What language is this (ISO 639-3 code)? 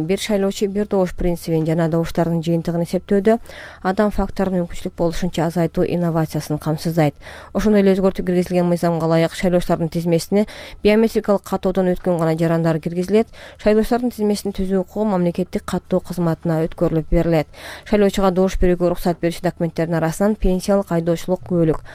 kir